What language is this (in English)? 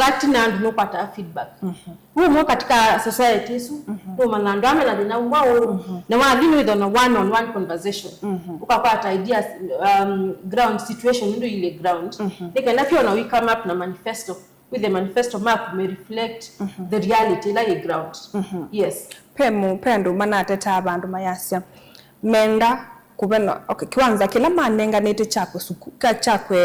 Kamba